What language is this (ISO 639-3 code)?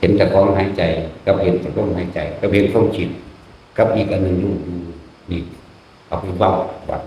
tts